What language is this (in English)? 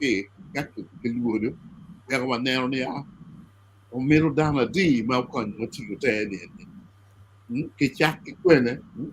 Acoli